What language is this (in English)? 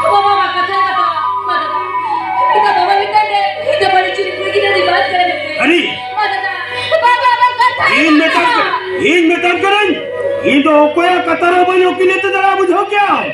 Santali